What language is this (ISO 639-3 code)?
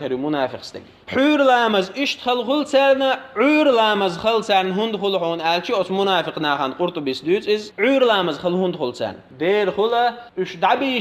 che